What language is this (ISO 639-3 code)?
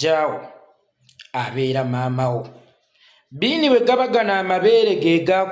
lug